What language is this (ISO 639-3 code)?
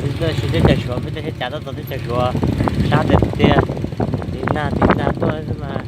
hmn